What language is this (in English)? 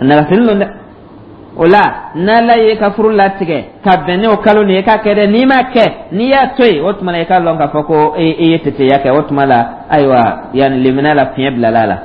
Dyula